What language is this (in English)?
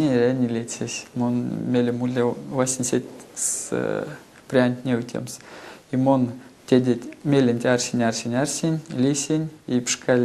Erzya